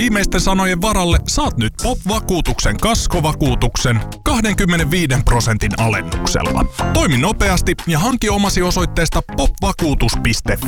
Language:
Finnish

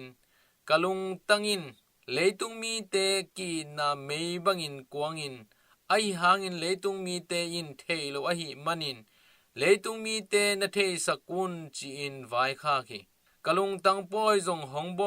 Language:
Tedim Chin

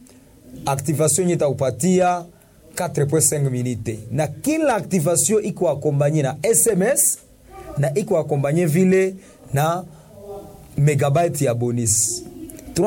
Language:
Swahili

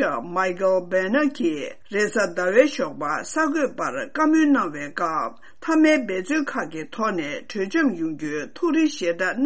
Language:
Tibetan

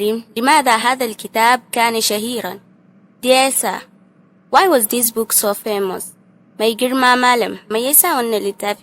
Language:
Hausa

